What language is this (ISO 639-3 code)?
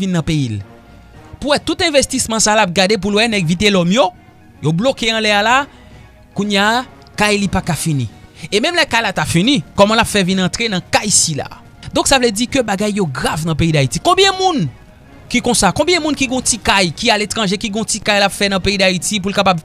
hat